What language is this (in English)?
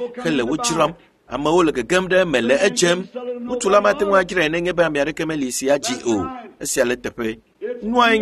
Ewe